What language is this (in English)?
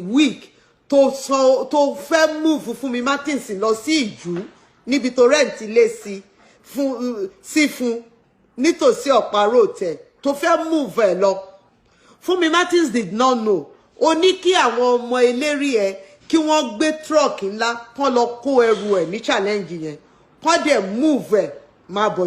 Yoruba